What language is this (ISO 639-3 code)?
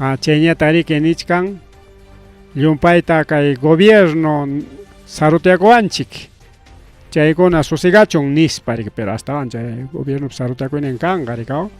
quy